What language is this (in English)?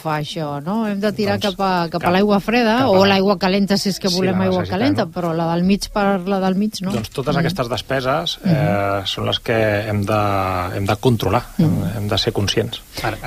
Catalan